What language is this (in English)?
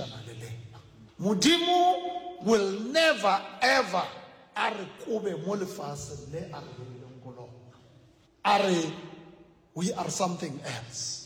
Northern Sotho